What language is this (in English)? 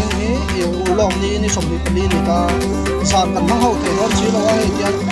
Mizo